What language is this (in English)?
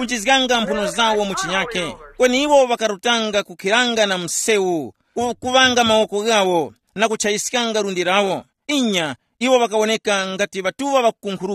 Tumbuka